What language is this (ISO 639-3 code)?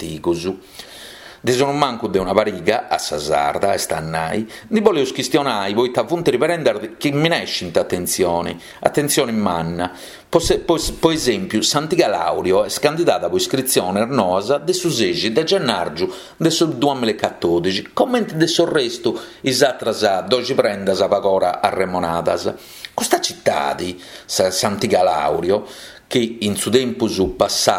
srd